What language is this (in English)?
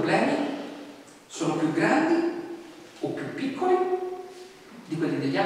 Italian